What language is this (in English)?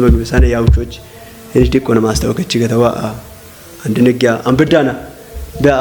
Kafa